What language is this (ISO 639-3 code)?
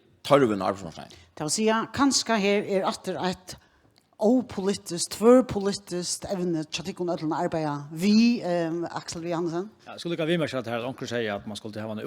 fao